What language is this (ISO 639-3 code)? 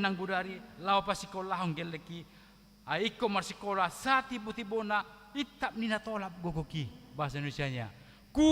bbc